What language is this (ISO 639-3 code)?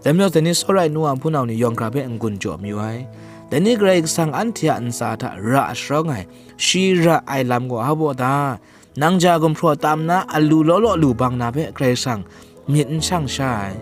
kac